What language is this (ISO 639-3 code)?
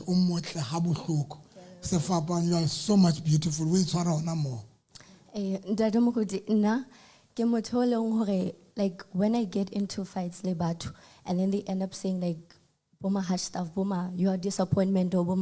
sot